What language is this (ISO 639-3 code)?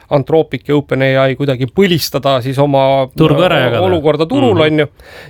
est